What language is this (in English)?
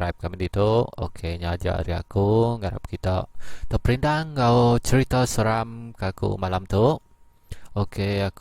Iban